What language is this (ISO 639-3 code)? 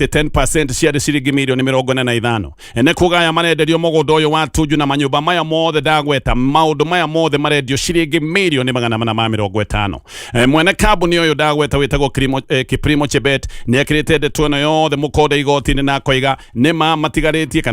kik